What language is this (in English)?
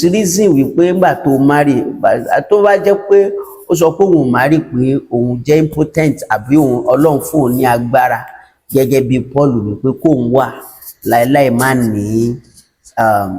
Yoruba